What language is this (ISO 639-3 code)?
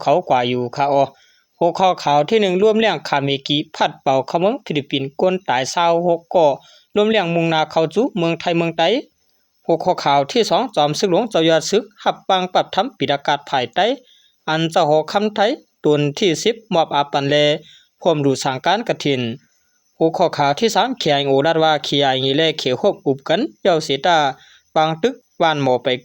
shn